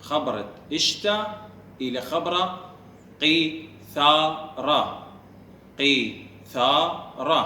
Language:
Assyrian Neo-Aramaic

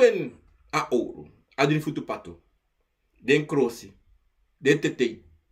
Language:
Sranan Tongo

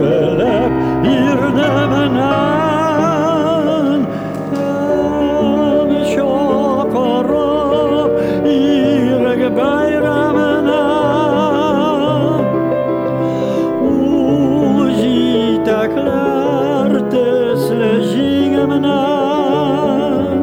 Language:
Tatar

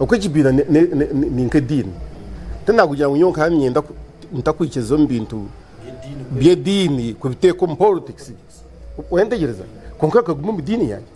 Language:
Nyankole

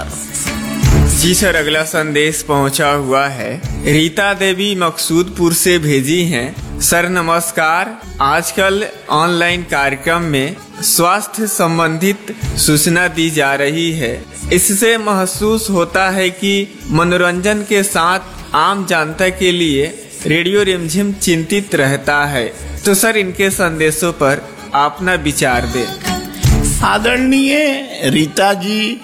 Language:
Hindi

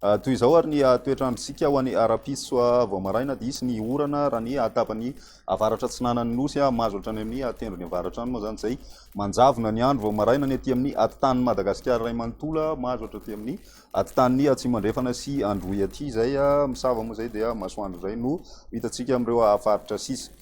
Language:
Malagasy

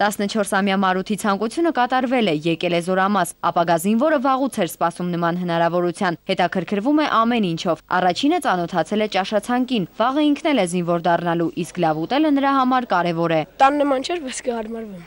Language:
Armenian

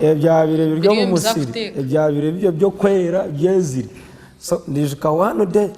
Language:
Nyankole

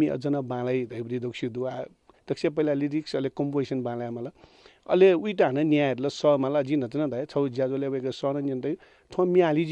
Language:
Newari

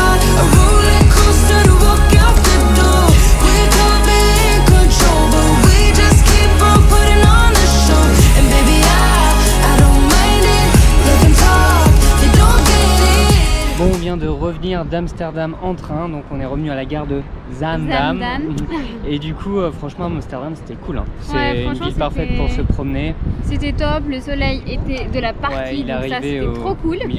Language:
French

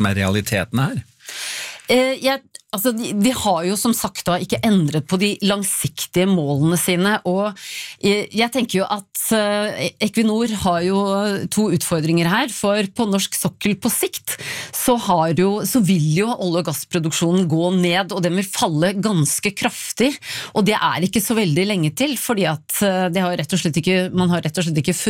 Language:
Norwegian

